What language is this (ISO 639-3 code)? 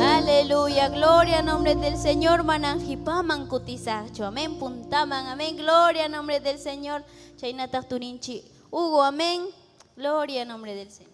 quy